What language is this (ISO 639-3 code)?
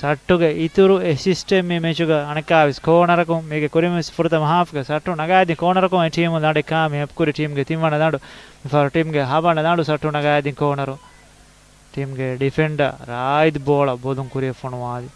div